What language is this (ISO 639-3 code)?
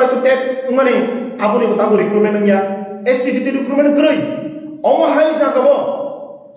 trp